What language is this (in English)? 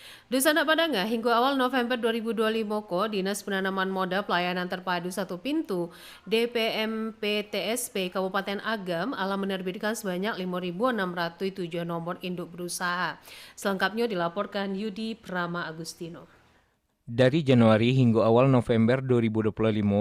Minangkabau